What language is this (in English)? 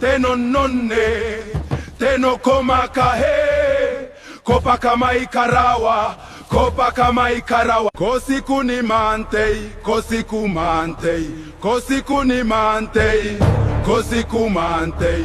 Gilbertese